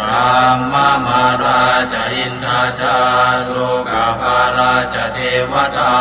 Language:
Pali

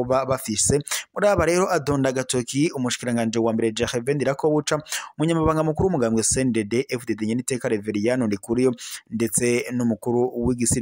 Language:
Rundi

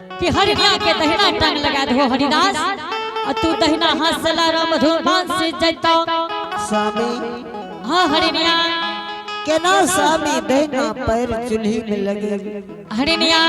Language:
Angika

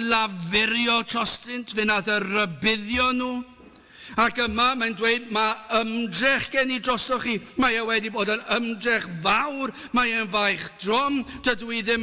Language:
Welsh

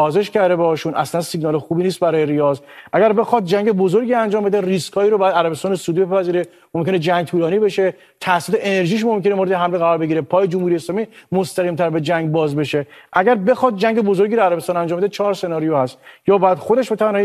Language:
Persian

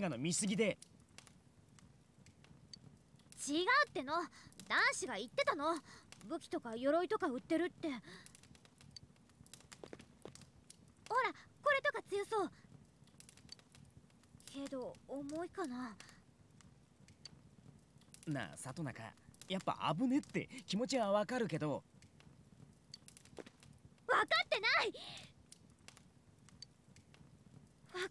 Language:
Japanese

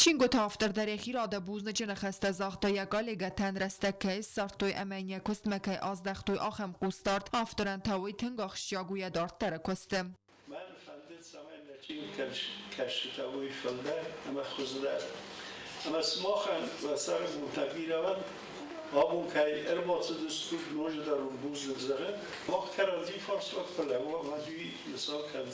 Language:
Ossetic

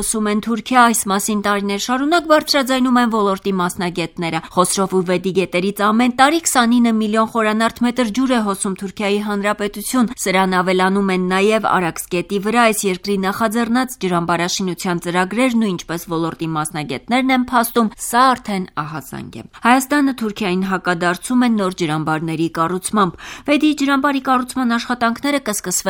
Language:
Armenian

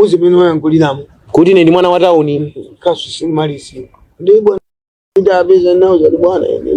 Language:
Nyanja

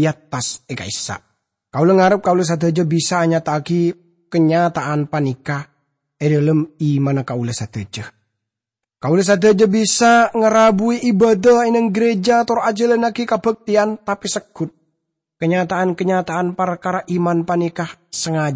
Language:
Madurese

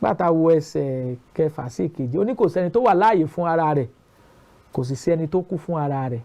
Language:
Yoruba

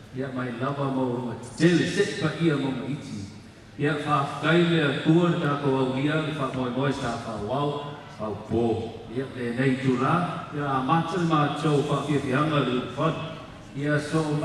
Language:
Māori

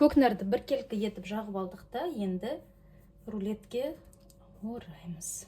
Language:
Kazakh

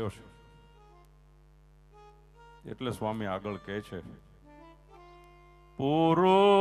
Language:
Gujarati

